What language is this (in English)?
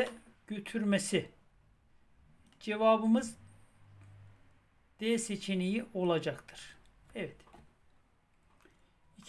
Turkish